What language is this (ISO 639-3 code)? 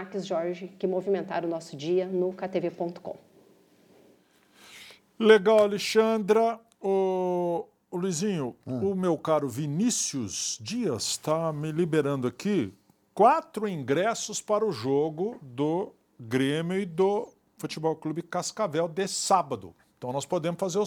por